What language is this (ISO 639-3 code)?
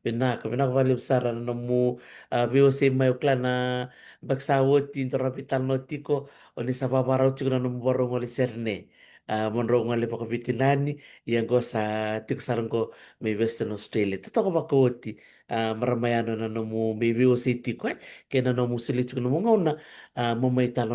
fij